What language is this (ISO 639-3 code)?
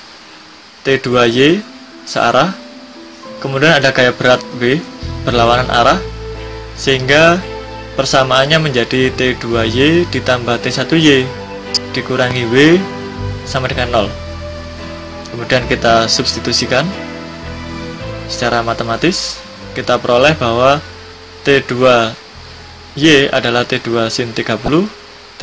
ind